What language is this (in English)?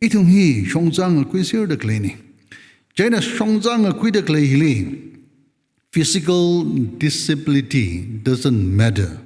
Tangkhul Naga (India)